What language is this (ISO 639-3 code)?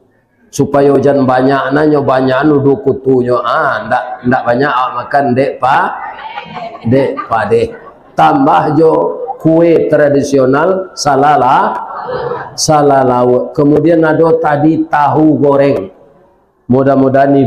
min